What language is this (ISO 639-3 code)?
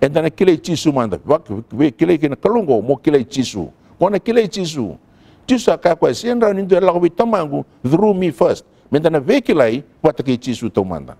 fij